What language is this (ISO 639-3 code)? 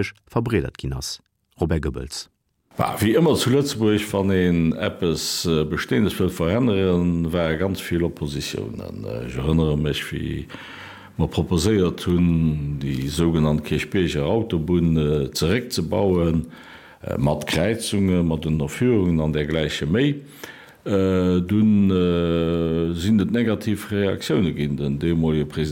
ltz